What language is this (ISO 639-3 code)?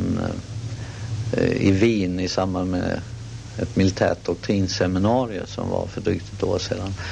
swe